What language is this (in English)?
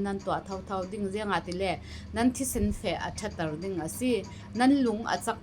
Falam Chin